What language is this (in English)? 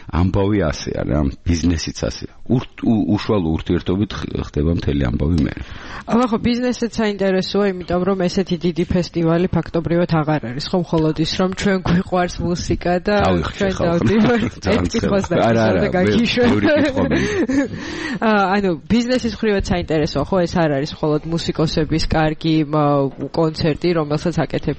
Georgian